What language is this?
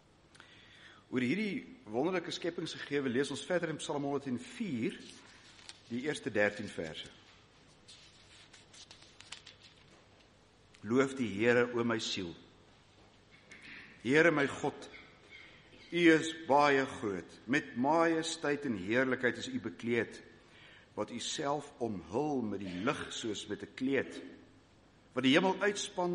Afrikaans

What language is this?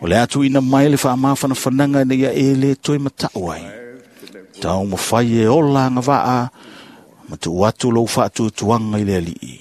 Samoan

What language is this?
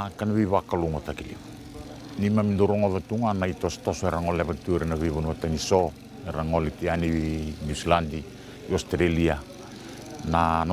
Fijian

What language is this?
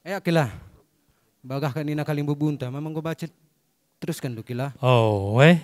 Batak Karo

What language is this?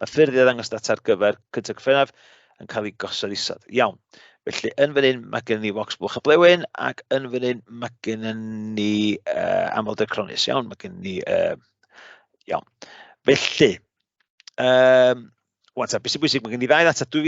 Welsh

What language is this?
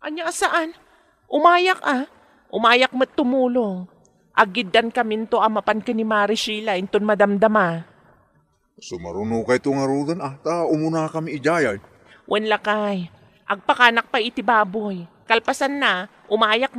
Iloko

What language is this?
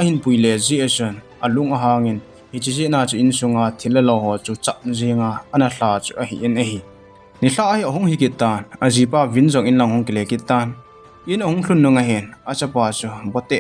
Thado Chin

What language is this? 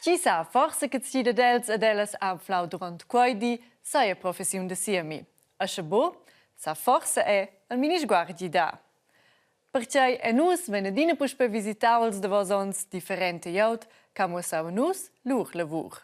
Romansh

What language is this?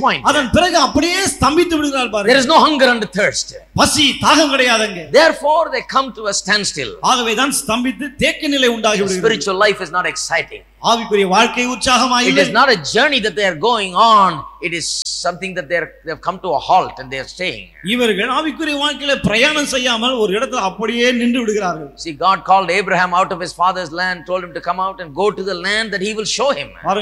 Tamil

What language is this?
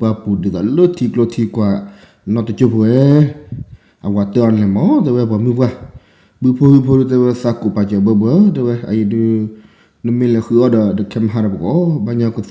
S'gaw Karen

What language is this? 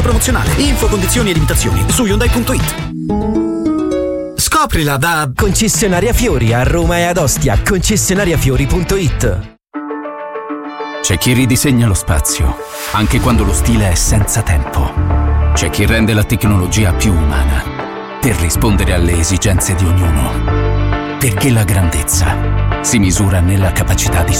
Italian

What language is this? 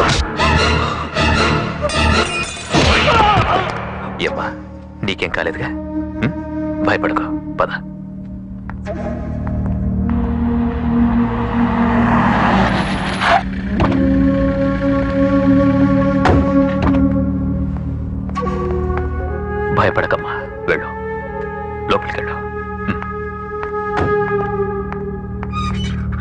Telugu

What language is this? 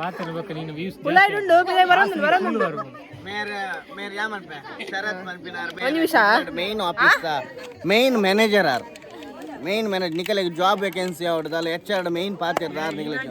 Tulu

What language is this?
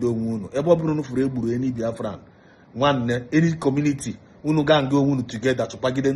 Igbo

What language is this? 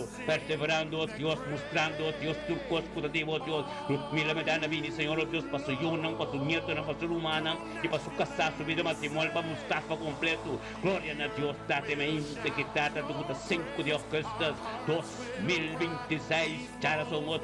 Papiamento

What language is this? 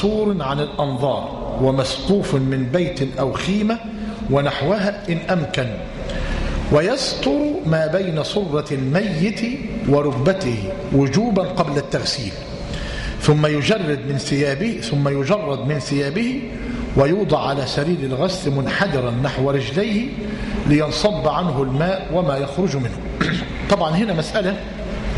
Arabic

